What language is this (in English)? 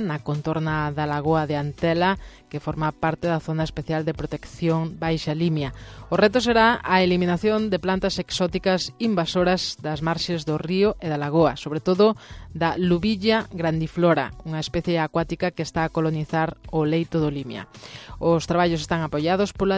Galician